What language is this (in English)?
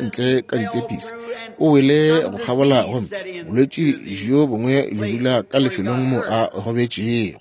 Northern Sotho